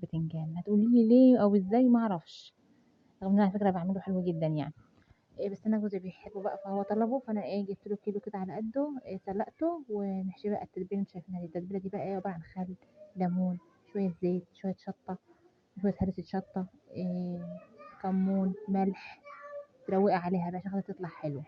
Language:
Egyptian Arabic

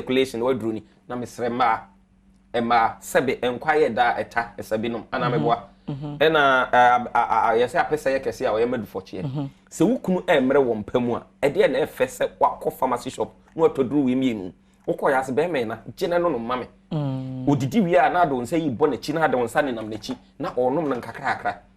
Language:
Akan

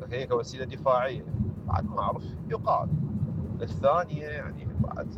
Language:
Mesopotamian Arabic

